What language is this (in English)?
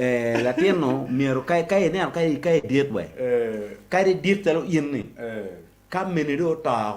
Acoli